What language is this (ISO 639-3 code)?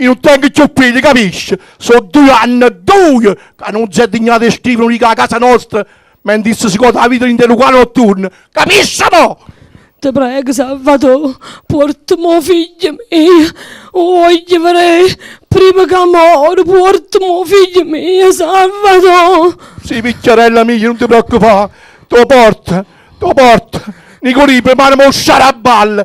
nap